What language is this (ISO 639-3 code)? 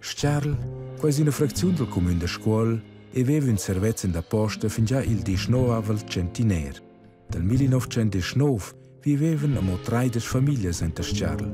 roh